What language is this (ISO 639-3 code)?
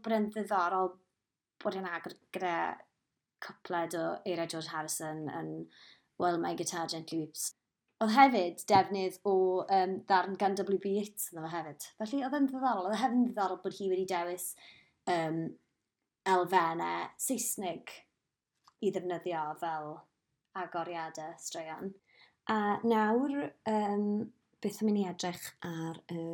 cym